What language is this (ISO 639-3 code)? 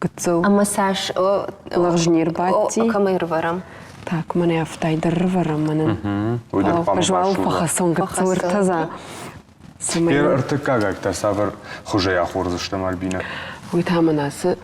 oss